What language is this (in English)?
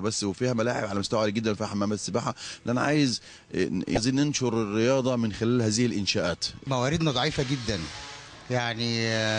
Egyptian Arabic